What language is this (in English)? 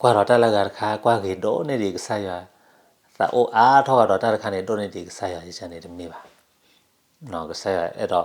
S'gaw Karen